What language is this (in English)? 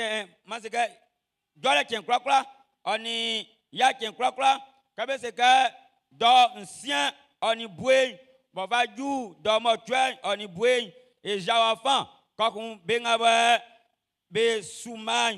Baoulé